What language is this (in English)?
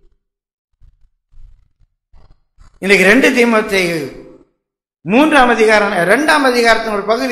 Tamil